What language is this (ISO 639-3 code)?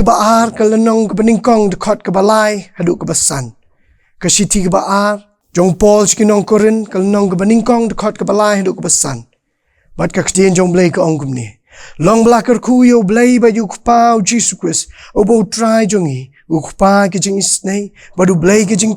kha